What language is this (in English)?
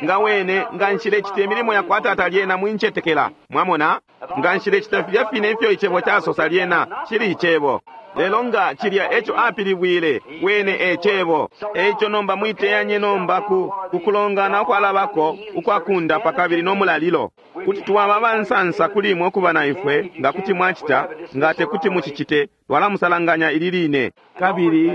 Bemba